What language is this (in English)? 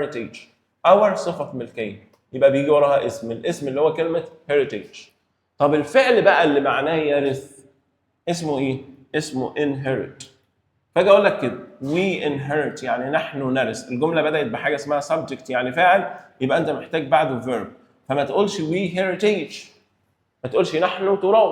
Egyptian Arabic